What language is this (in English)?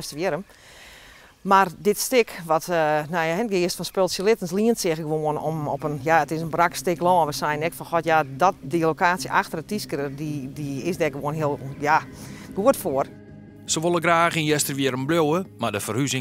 Western Frisian